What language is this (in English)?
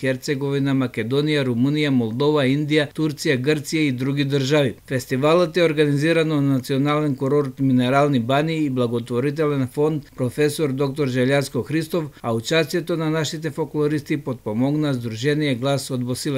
Macedonian